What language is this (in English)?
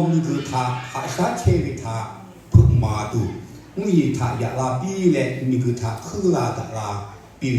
Lahu